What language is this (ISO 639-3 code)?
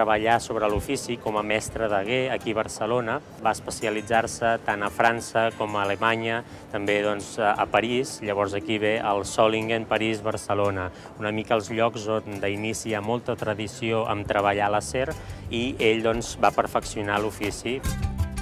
cat